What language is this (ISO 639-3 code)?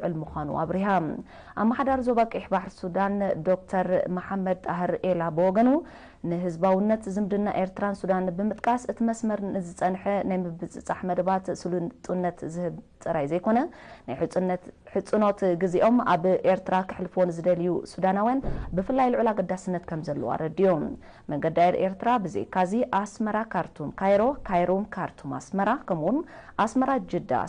tir